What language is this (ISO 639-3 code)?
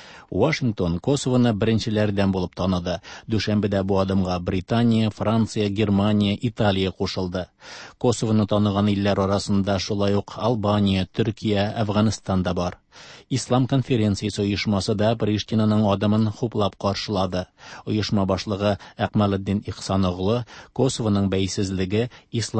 tat